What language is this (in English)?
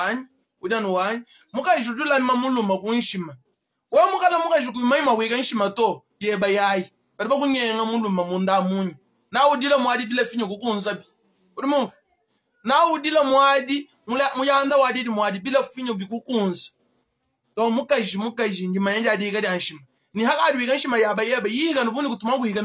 Luba-Lulua